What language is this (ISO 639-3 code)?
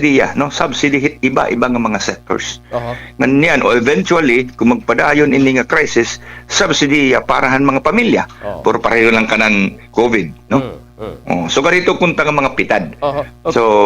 war